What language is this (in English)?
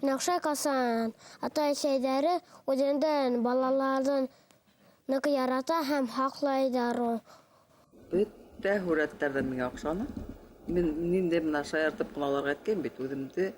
Bashkir